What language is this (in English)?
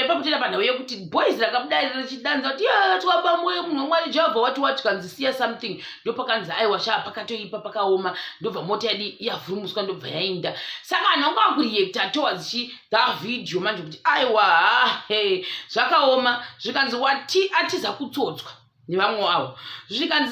Shona